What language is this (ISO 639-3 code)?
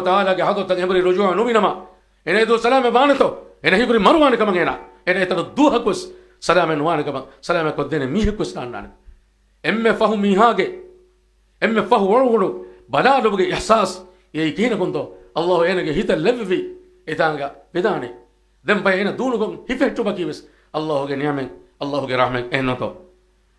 div